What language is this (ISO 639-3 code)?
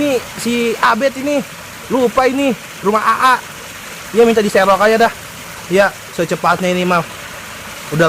bew